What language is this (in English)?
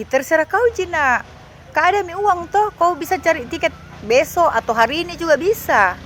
Makassar Malay